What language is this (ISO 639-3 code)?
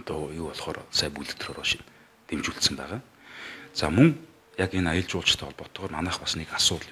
mon